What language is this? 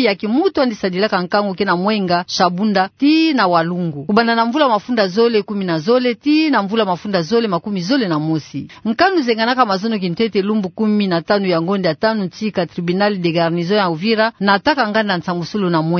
Kituba (Democratic Republic of Congo)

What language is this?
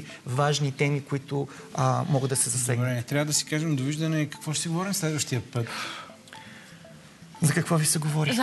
Bulgarian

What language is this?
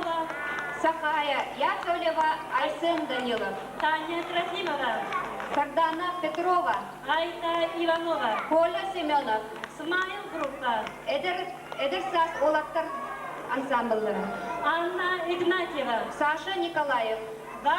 Yakut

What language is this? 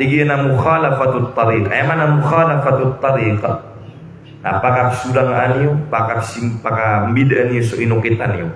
Maranao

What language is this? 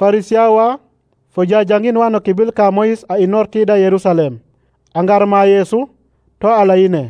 Serer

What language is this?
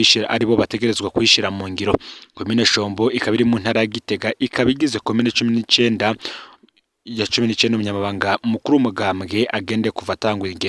Rundi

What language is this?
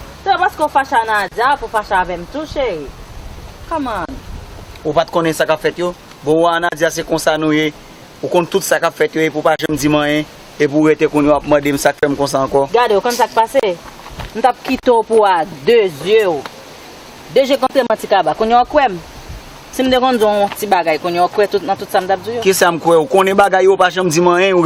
Haitian Creole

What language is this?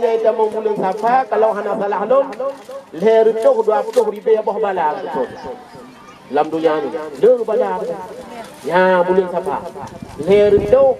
Achinese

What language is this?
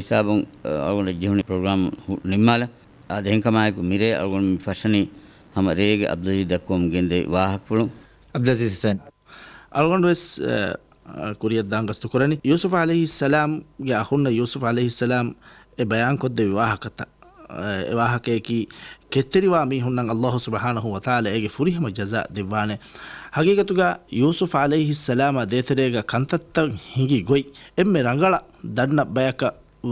Divehi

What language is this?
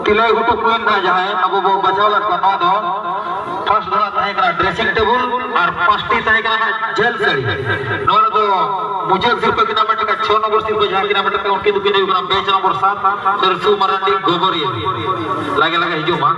Santali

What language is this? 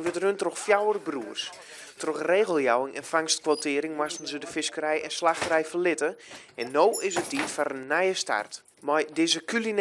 Western Frisian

